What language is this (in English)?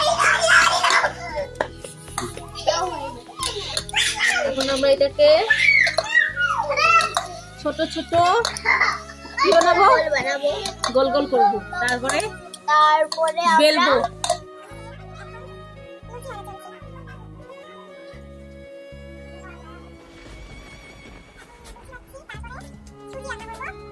Bangla